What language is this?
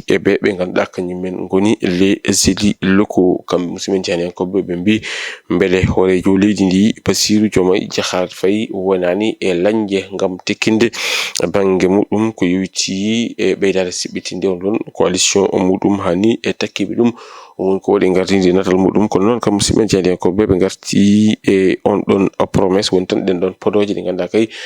Fula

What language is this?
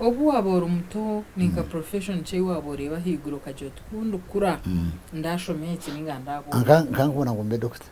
Nyankole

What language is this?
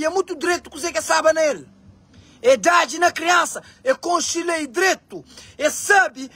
Kabuverdianu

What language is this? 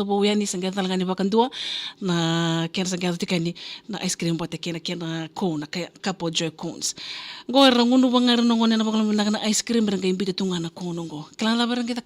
Fijian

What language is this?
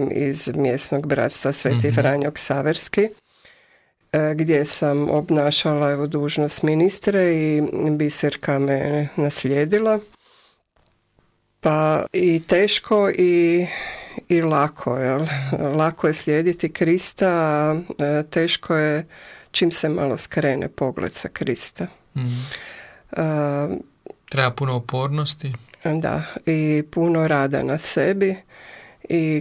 Croatian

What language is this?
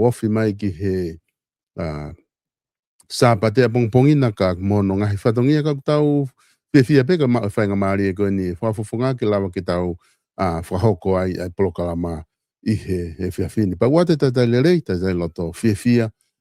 Tongan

